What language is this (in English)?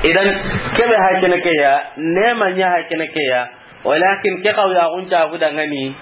Soninke